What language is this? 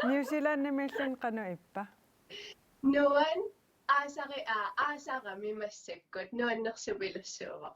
Kalaallisut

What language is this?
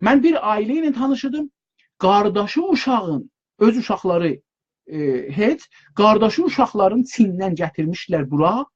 South Azerbaijani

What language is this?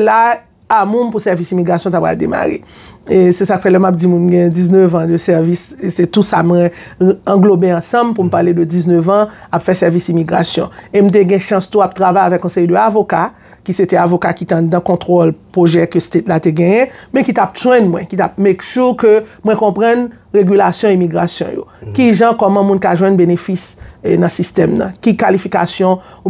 Haitian Creole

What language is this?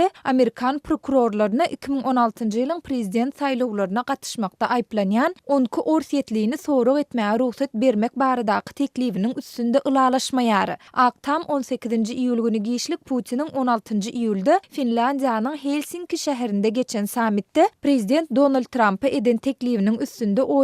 Turkmen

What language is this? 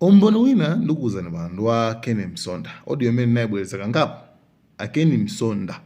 Nyanja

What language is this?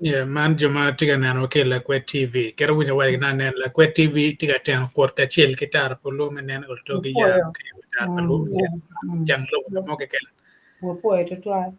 Acoli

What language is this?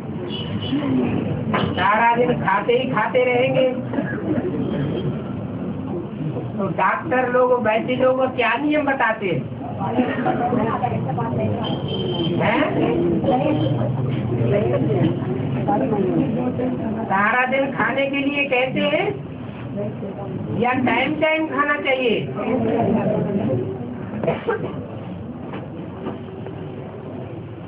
Hindi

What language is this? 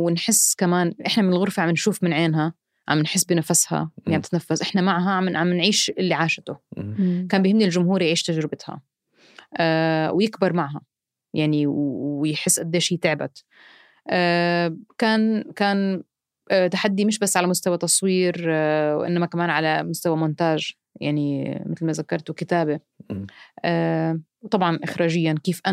North Levantine Arabic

